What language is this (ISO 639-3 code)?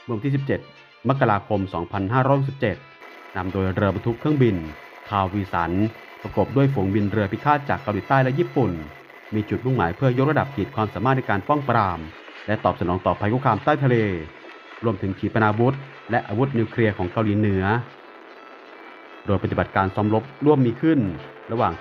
tha